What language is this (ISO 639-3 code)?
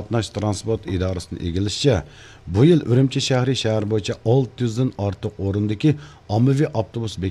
uig